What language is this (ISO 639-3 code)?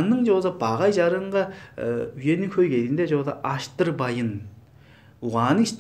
tyv